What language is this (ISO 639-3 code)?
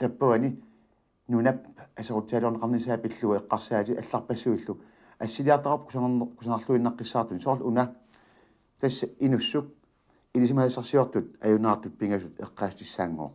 kal